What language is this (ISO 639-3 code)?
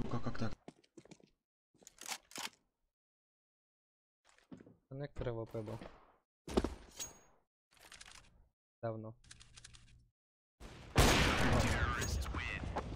rus